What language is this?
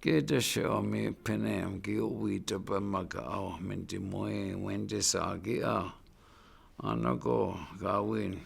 Chippewa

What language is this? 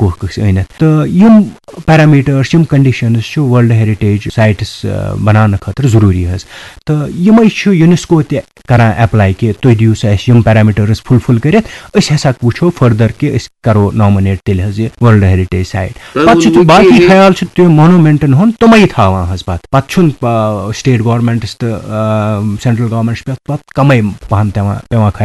Kashmiri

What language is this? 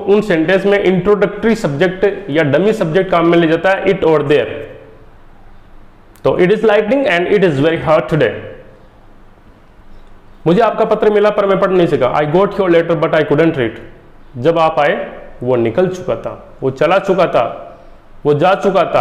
Hindi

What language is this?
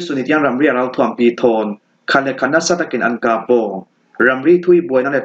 Falam Chin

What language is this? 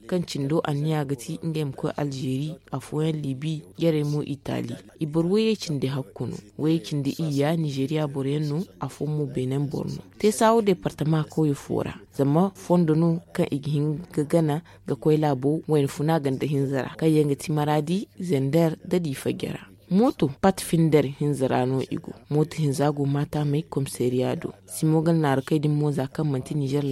Zarma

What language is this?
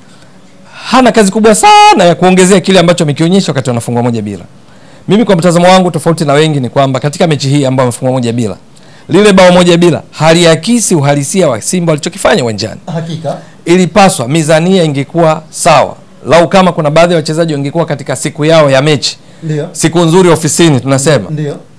Swahili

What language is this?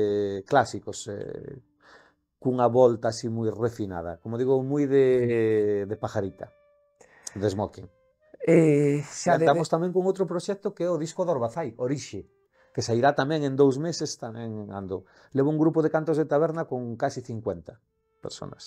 Galician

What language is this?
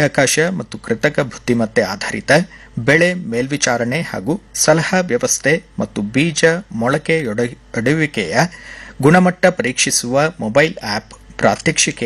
Kannada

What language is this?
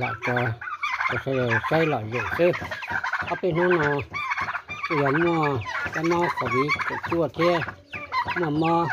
Hmong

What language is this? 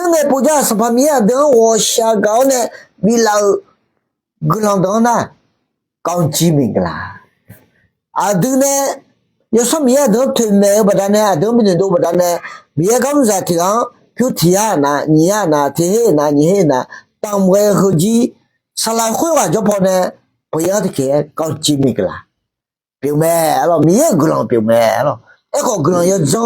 Akha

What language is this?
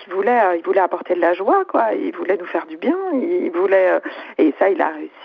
French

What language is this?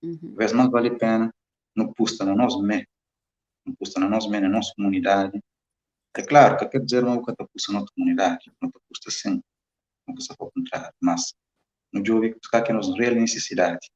Kabuverdianu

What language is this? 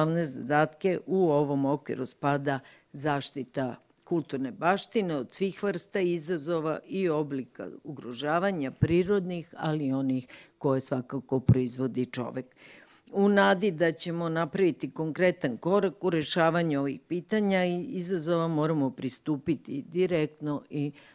Serbian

